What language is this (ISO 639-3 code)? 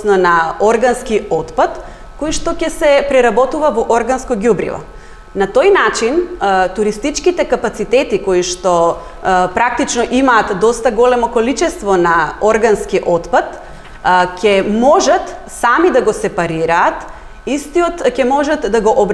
mkd